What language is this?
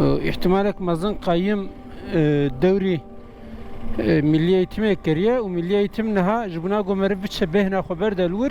Kurdish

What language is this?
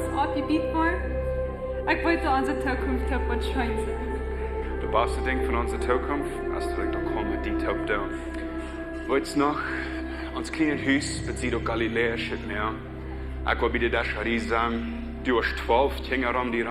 Plautdietsch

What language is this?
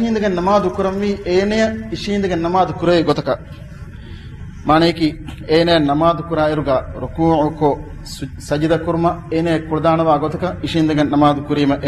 Divehi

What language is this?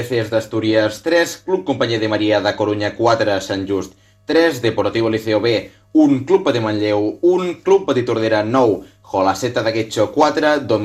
Catalan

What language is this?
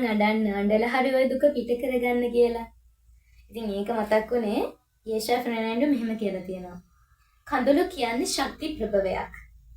Sinhala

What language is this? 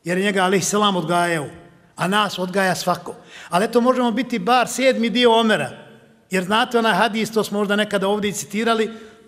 Bosnian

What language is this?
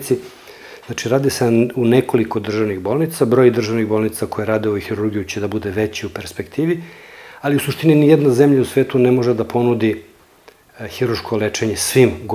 Serbian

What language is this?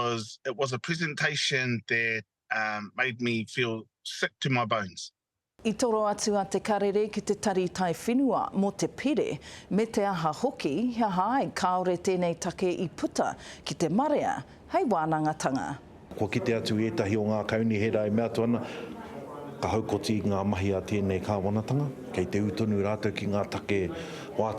Māori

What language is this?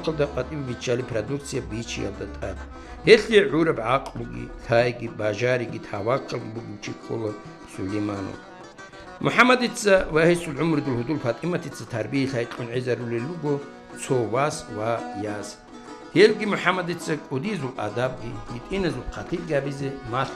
Avaric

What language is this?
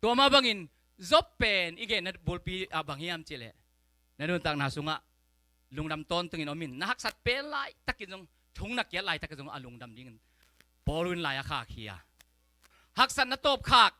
Tedim Chin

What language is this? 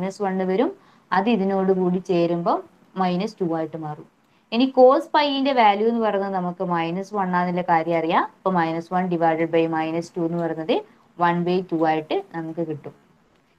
Malayalam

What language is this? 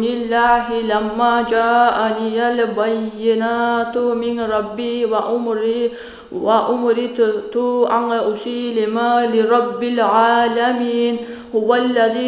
Kumyk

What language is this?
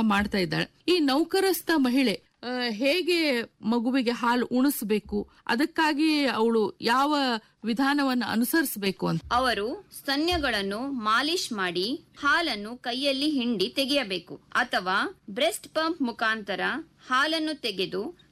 Kannada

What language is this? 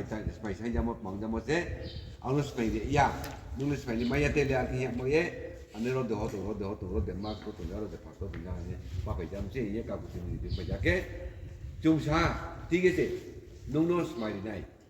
Riang (India)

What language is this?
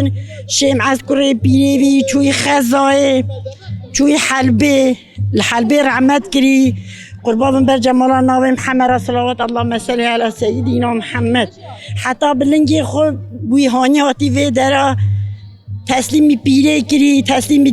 Kurdish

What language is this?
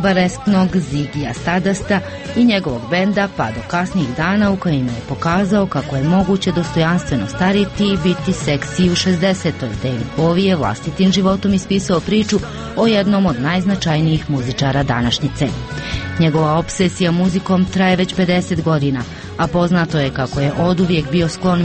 Croatian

